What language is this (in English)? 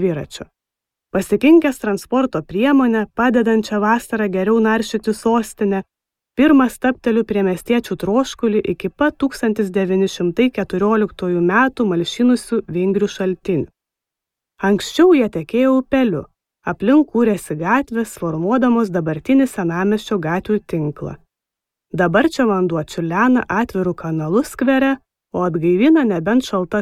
Lithuanian